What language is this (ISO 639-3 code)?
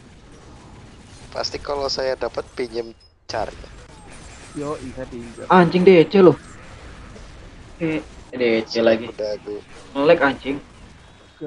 ind